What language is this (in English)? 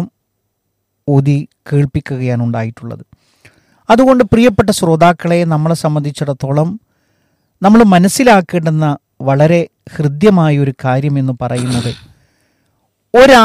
Malayalam